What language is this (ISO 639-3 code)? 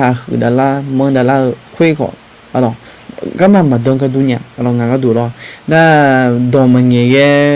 ahk